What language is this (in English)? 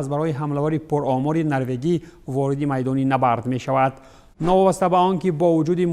Tajik